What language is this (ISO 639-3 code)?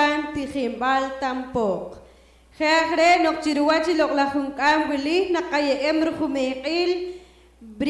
poh